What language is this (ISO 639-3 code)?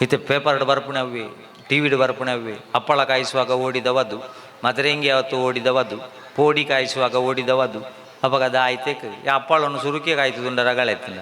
tcy